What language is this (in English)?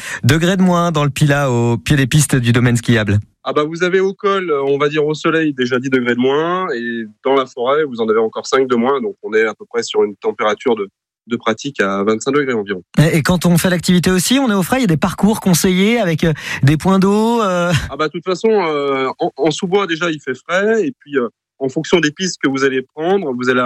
French